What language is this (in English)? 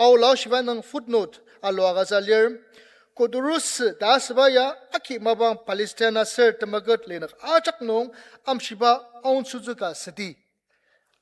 Ao Naga